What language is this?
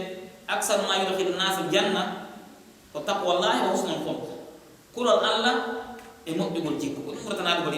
Pular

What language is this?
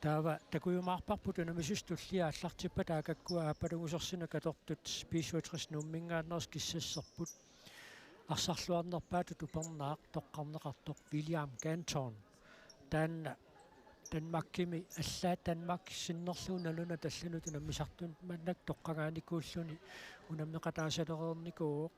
Kalaallisut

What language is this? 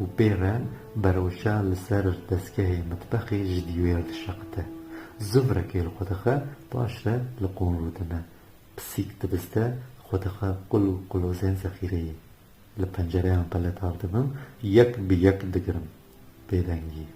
Kurdish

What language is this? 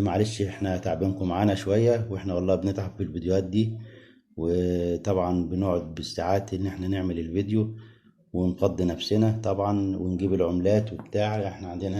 Egyptian Arabic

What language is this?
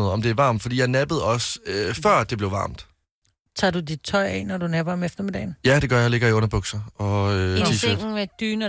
Danish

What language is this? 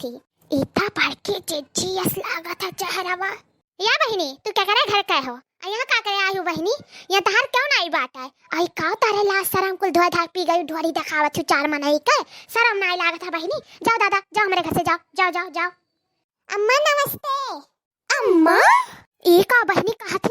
Awadhi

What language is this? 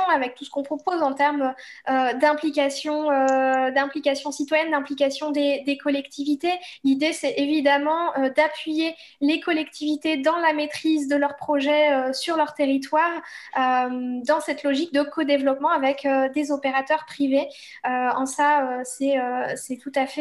French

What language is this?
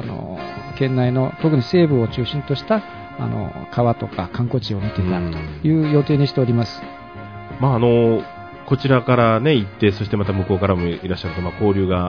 Japanese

